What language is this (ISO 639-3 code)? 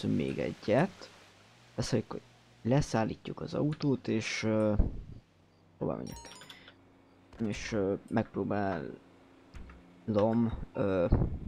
hun